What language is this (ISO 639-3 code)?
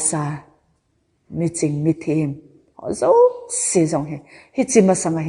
tcz